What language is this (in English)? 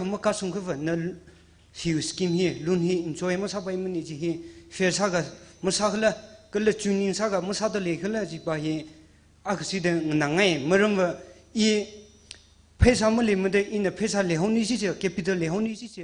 Tangkhul Naga (India)